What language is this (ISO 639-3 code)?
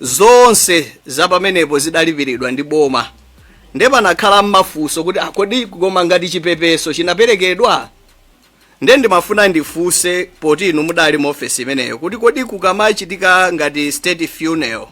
nya